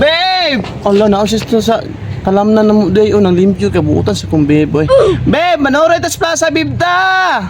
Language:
Cebuano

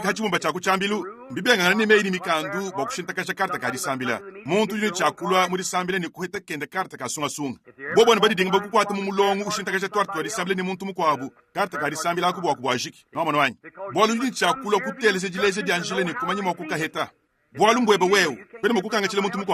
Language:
Luba-Lulua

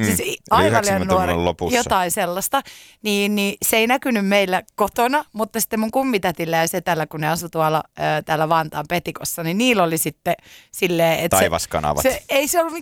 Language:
Finnish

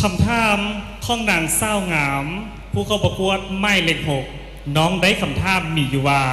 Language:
Lao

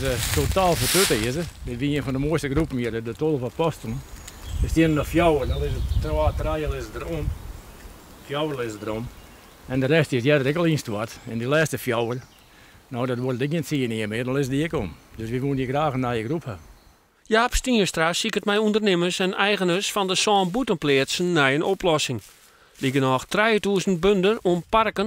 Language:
Western Frisian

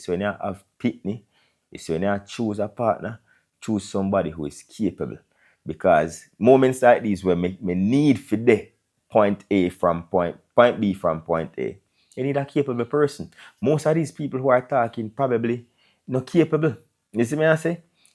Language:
Jamaican Creole English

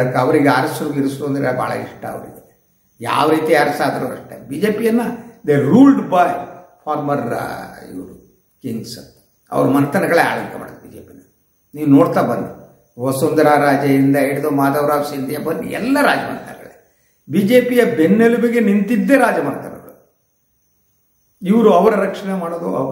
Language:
Kannada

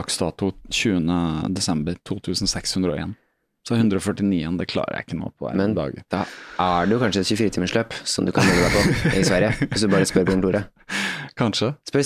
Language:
Norwegian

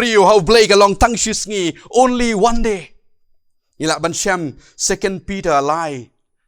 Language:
Khasi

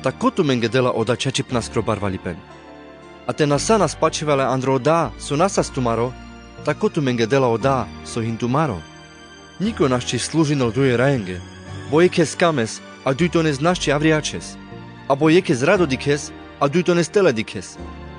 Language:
Carpathian Romani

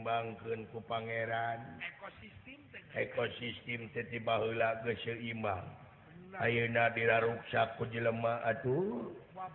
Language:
Sundanese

